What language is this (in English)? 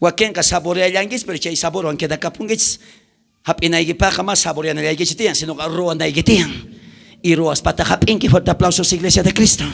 South Bolivian Quechua